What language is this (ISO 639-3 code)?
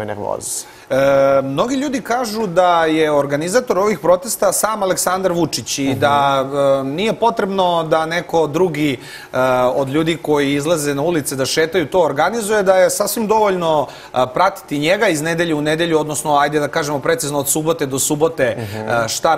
srp